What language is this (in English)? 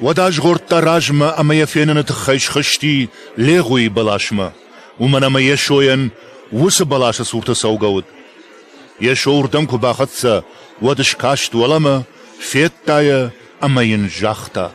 Ossetic